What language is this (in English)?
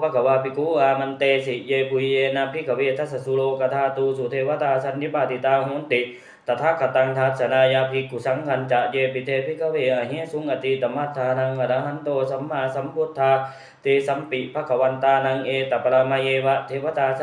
Pali